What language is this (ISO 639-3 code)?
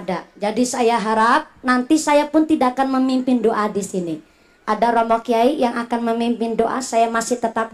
ind